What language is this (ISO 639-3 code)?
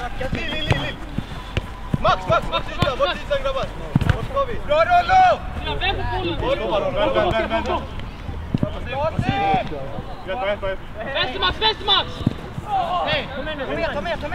swe